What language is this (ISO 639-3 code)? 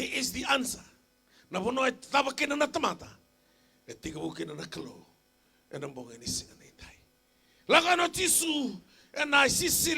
fij